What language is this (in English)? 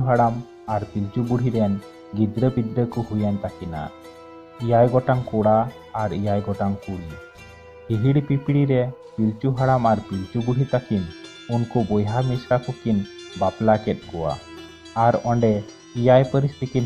Santali